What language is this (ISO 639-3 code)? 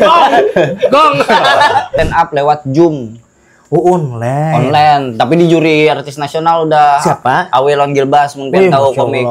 bjn